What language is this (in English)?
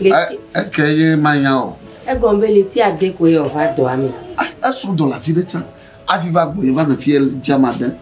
Ewe